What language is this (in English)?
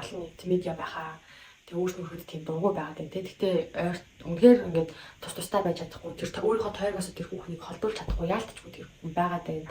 Mongolian